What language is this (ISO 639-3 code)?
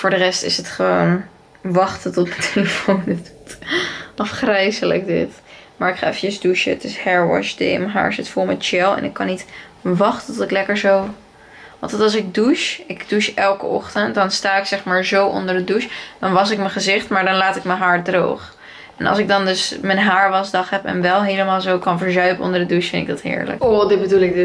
nld